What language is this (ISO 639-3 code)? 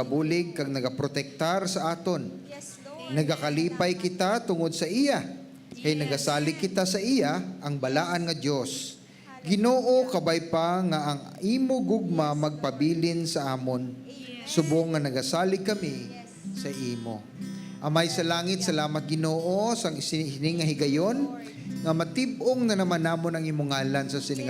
hil